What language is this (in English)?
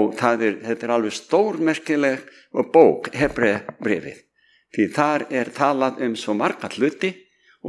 Icelandic